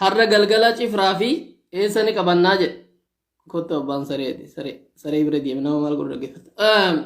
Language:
Oromo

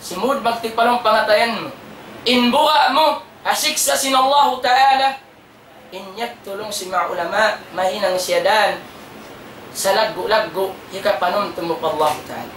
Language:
Tausug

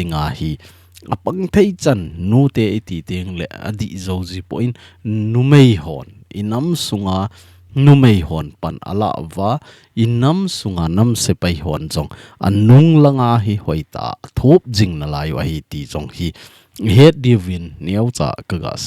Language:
Thado Chin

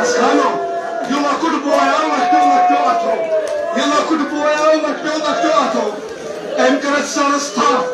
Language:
Kashmiri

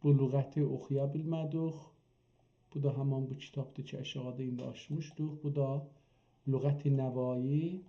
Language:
South Azerbaijani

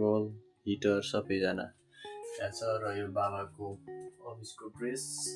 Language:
Nepali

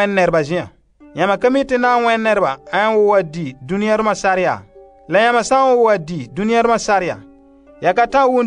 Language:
Frafra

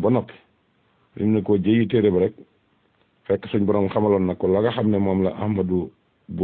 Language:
Wolof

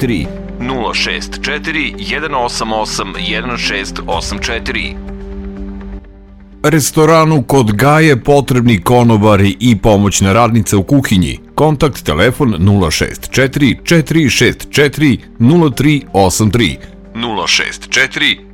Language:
Serbian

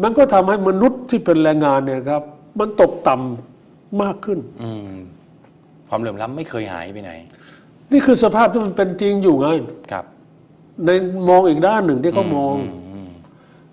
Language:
Thai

